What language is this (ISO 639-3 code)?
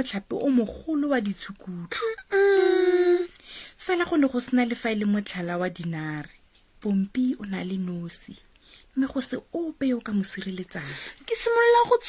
tsn